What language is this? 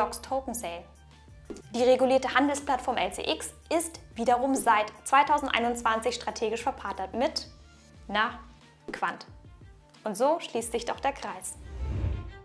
German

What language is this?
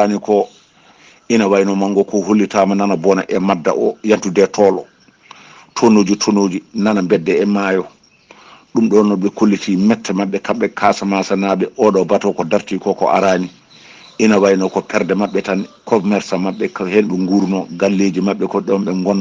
Fula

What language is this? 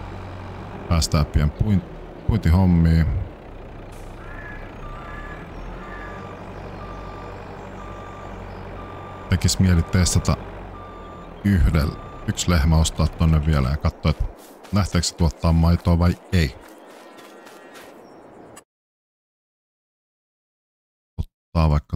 Finnish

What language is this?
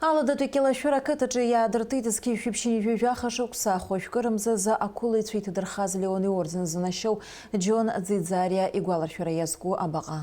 Abkhazian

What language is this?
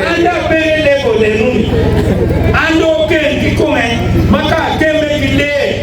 Acoli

